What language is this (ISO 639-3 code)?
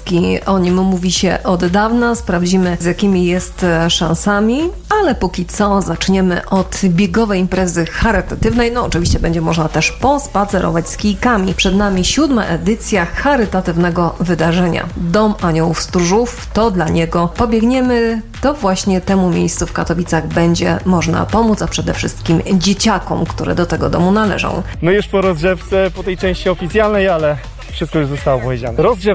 pol